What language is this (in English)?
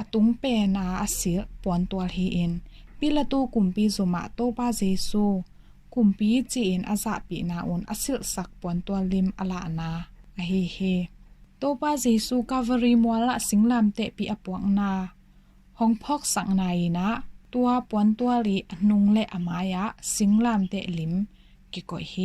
Tedim Chin